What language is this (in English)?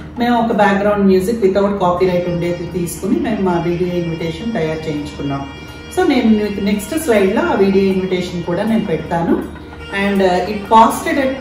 Telugu